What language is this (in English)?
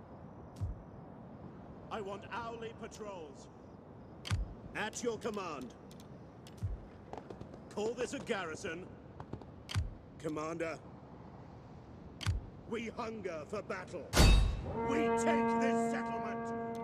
English